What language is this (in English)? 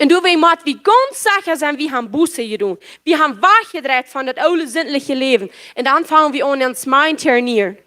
Plautdietsch